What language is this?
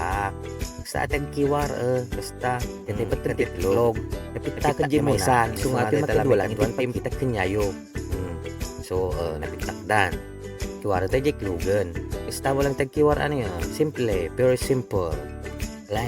Iloko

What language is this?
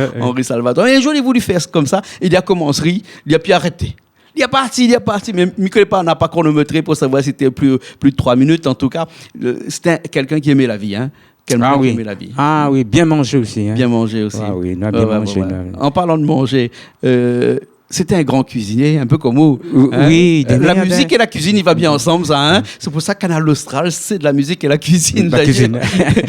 Réunion Creole French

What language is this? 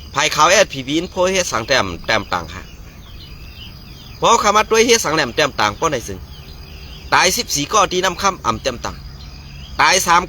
Shan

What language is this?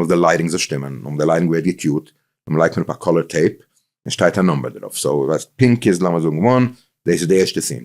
Yiddish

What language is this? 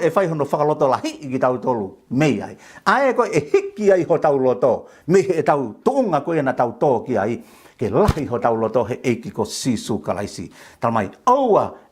Tongan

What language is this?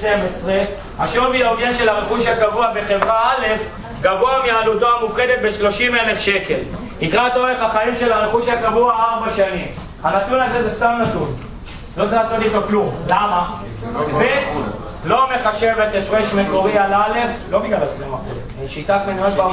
Hebrew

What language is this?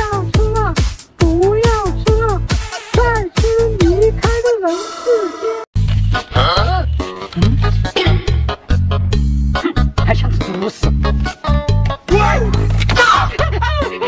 Chinese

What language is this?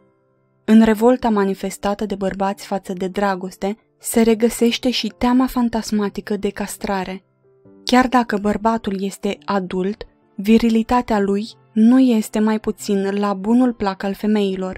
Romanian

